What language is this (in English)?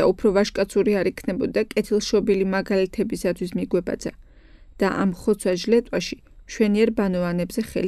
Georgian